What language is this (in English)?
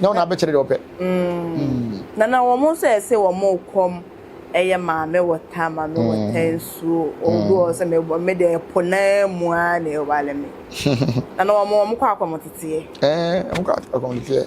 Akan